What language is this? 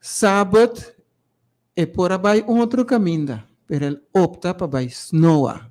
Papiamento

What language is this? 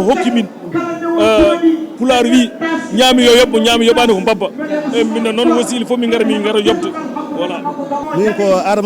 Fula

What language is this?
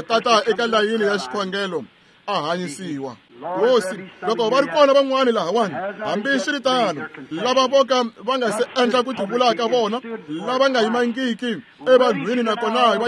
Tsonga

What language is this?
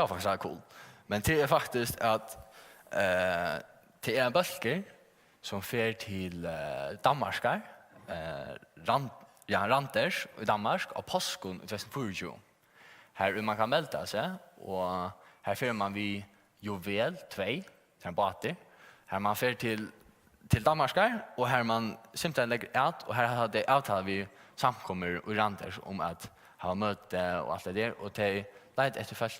Faroese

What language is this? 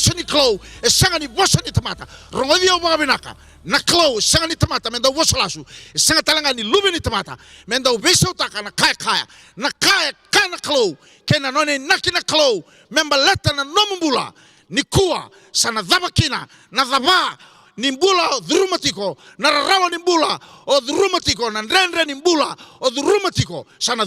Fijian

